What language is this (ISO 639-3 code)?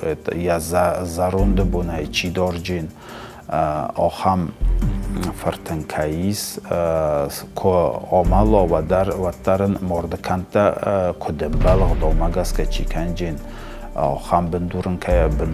oss